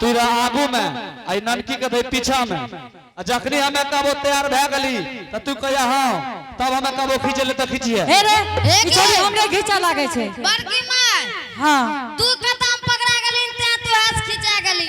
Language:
Angika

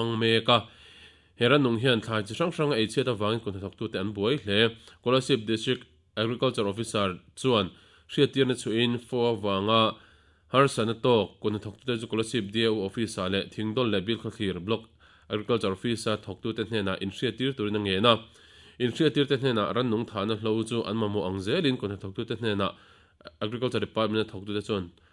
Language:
Mizo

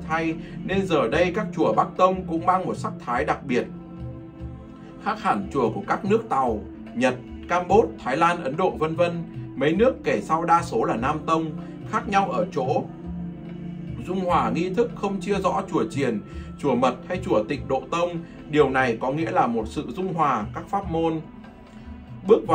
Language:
Vietnamese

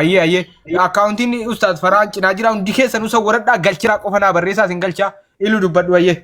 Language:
Oromo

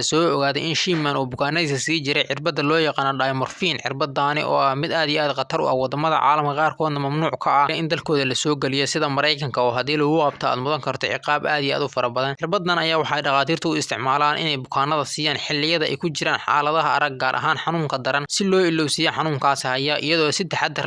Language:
Somali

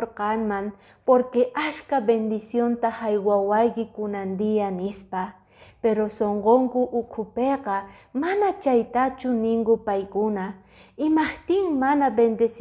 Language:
Quechua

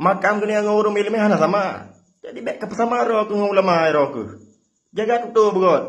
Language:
Achinese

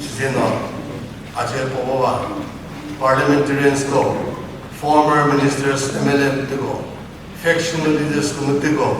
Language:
Chokri Naga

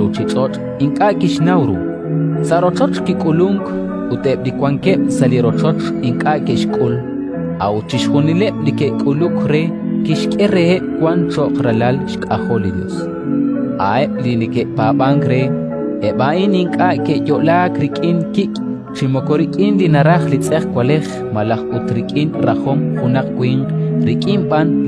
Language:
Kekchí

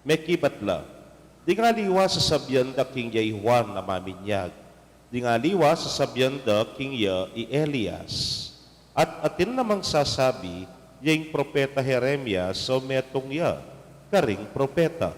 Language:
Pampanga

